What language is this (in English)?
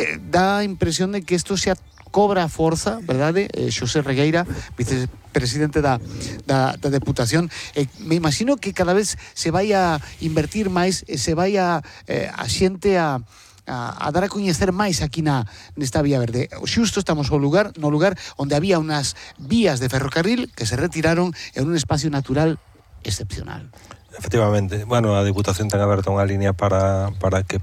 Galician